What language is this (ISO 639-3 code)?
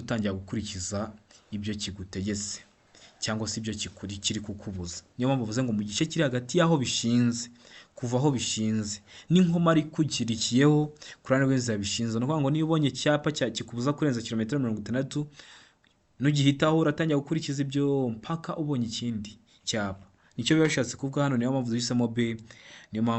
kin